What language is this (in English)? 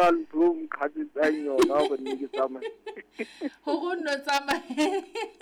Southern Sotho